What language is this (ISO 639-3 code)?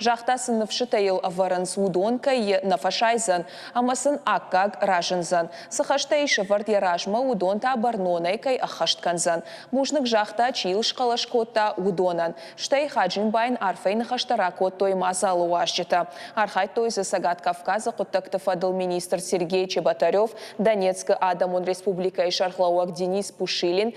oss